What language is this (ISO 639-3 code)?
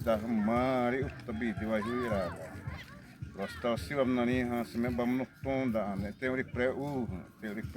xav